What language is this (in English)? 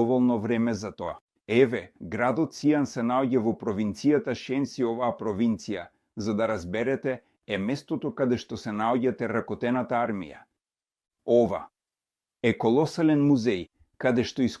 Macedonian